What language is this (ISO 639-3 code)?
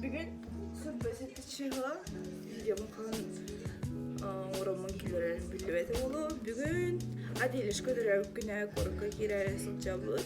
sah